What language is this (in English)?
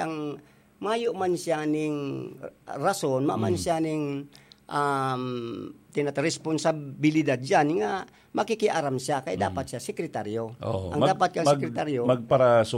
Bikol